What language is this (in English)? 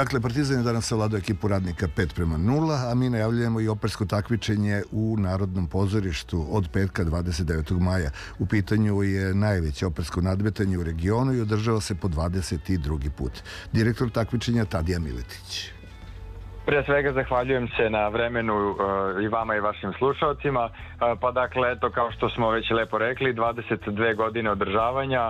Serbian